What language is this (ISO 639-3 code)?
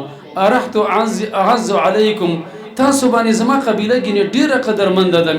pus